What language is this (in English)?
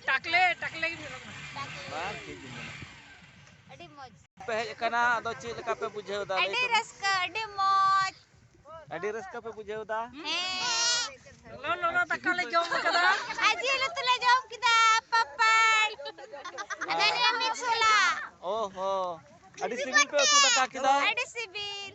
Santali